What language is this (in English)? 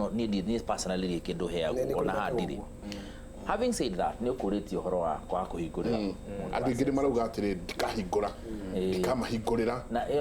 Kikuyu